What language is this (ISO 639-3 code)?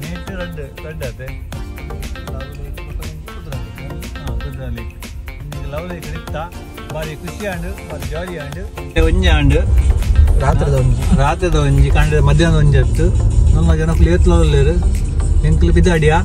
tcy